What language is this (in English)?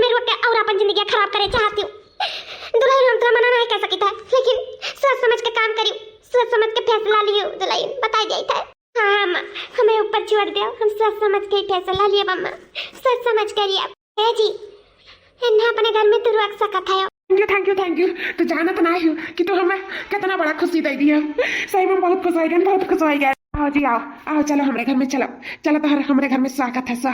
Awadhi